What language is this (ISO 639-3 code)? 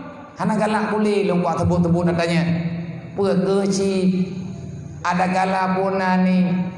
ace